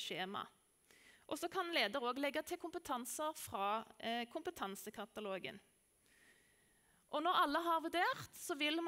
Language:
Norwegian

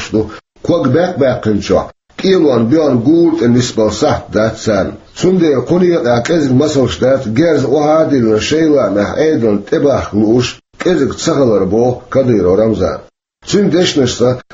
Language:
Chechen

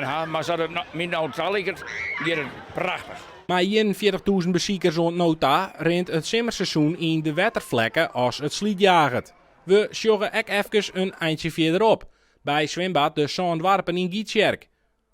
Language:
Western Frisian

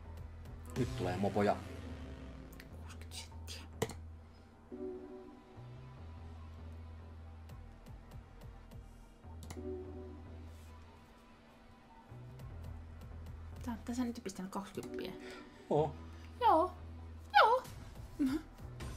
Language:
Finnish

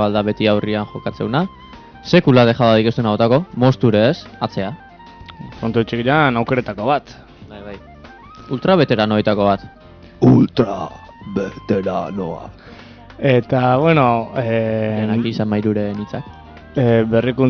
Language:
Basque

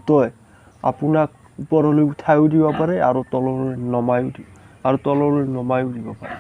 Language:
Assamese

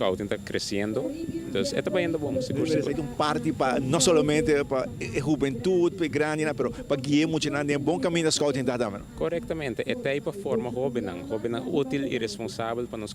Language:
Papiamento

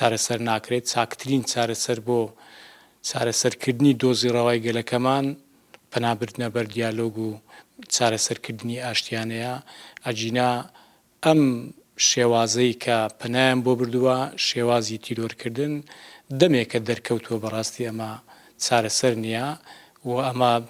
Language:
Central Kurdish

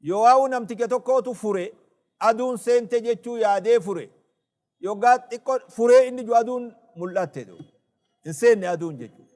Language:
Oromo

